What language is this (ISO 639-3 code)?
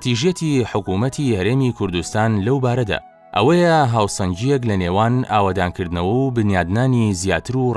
ckb